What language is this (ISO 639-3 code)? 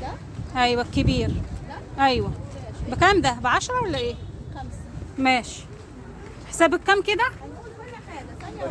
arz